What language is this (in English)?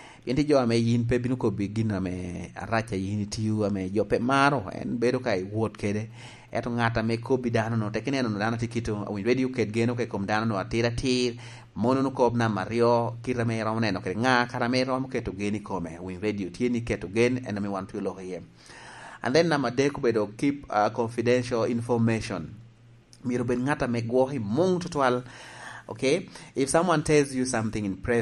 Lango (Uganda)